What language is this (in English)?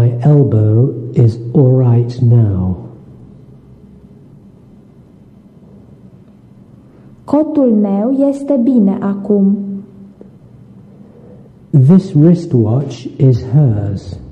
Romanian